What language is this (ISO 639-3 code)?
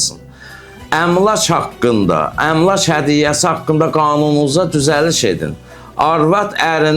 aze